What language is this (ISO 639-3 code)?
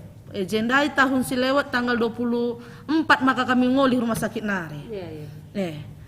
btx